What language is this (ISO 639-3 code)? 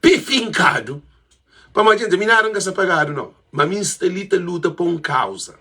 kea